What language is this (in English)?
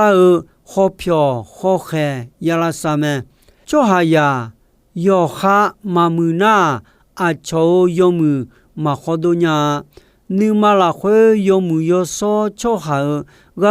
Akha